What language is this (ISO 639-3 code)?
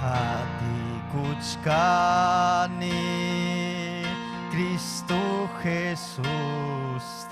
quy